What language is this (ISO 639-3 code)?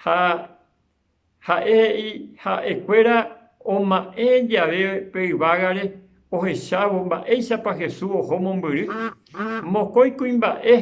grn